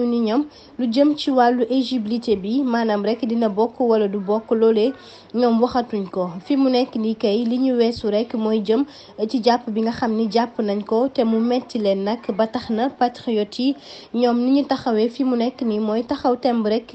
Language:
Wolof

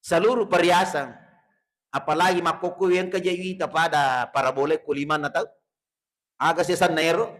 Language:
Buginese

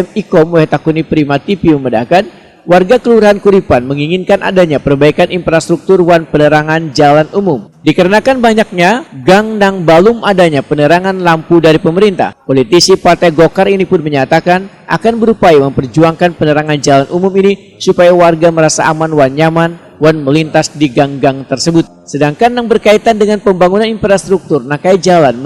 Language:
Banjar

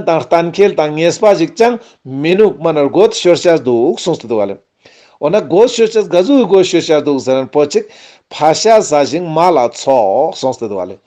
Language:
Ladakhi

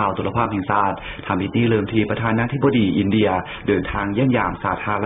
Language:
Lao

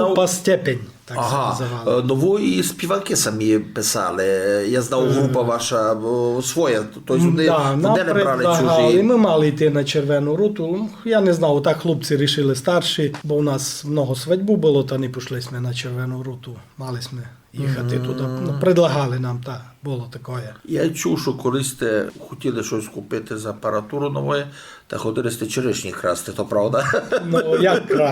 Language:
Rusyn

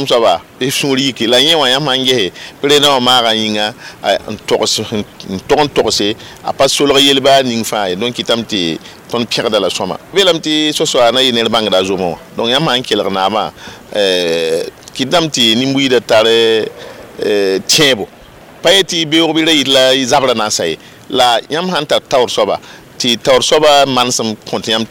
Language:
Mossi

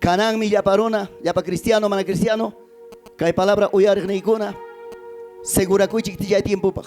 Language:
Ayacucho Quechua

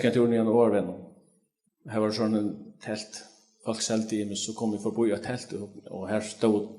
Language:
Faroese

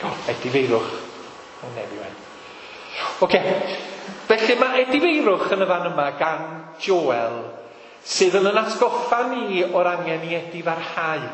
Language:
Welsh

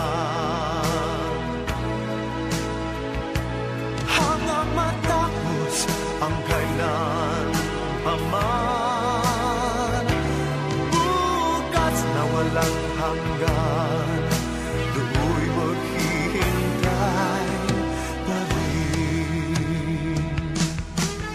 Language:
Filipino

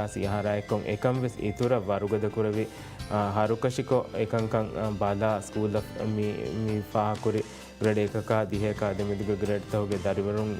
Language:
Divehi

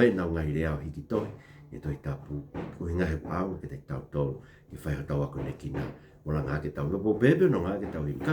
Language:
Tongan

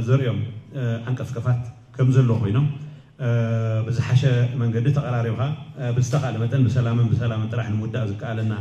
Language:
Tigrinya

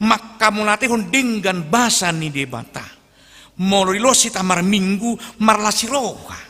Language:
Batak Toba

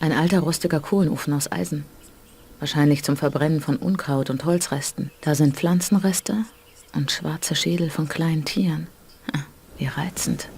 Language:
Bavarian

